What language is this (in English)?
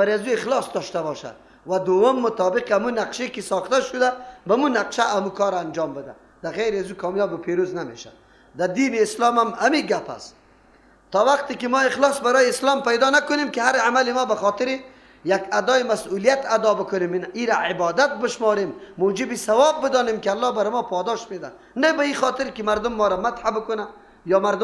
Persian